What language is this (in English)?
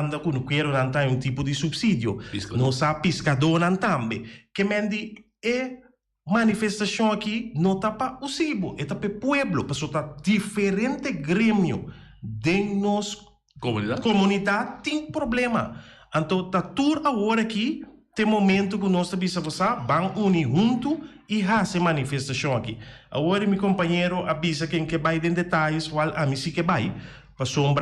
Papiamento